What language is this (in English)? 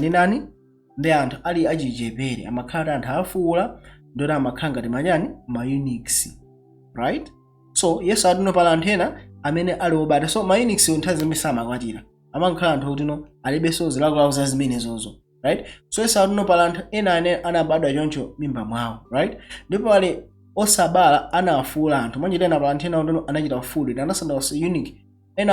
Nyanja